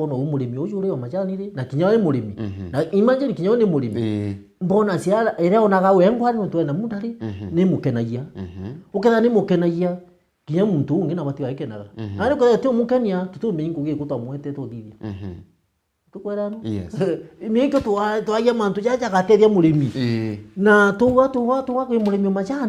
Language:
Meru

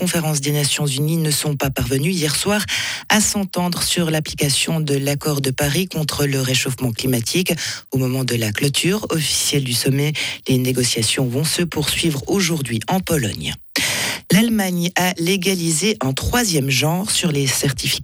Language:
French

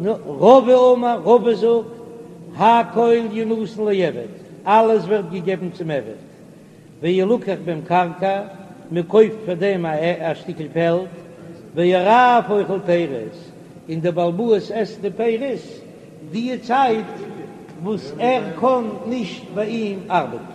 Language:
Yiddish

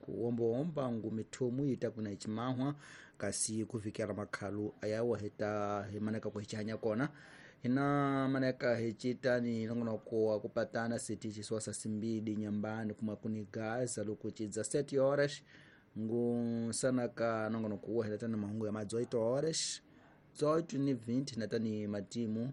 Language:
Tsonga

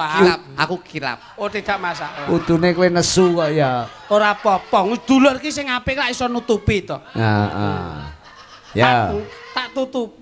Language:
Javanese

